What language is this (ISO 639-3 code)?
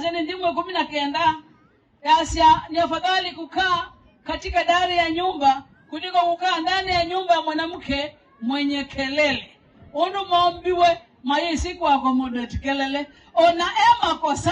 kam